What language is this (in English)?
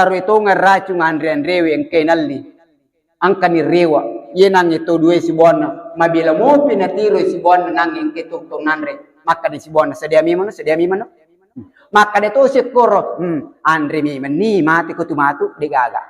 Buginese